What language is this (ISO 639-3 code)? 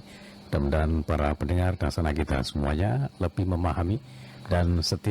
bjn